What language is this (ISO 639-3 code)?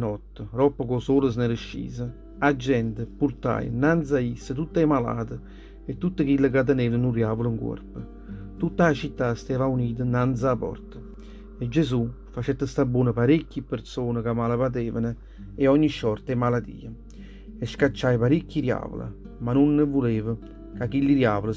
nap